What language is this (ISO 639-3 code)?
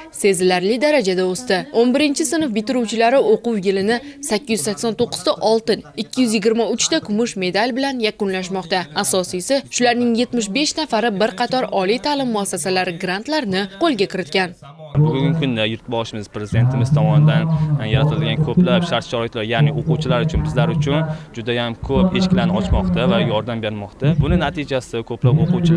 uzb